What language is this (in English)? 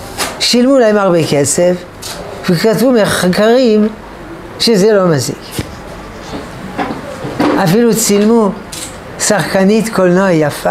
Hebrew